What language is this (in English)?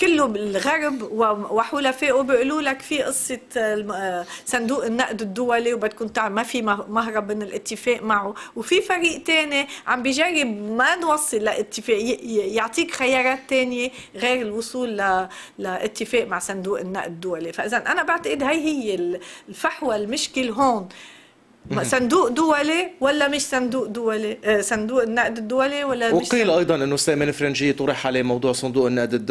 North Levantine Arabic